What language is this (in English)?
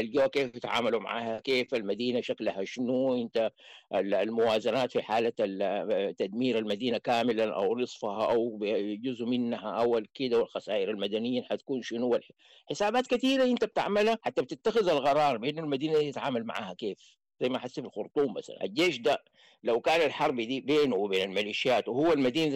Sudanese Arabic